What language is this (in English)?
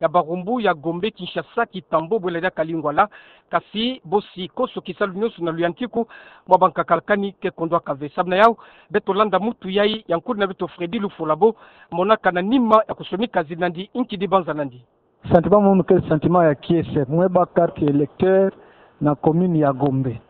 Kituba (Democratic Republic of Congo)